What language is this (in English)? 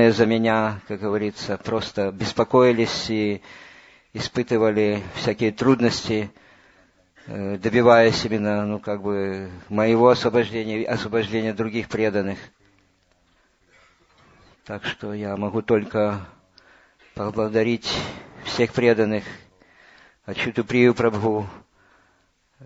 Russian